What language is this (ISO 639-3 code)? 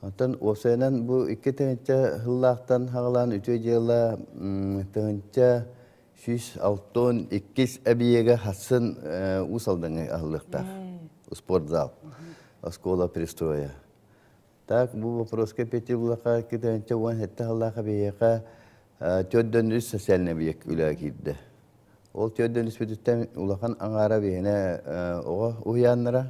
sah